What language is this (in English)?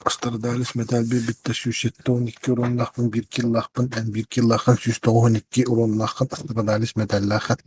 Yakut